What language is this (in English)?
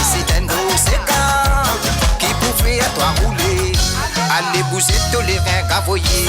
Morisyen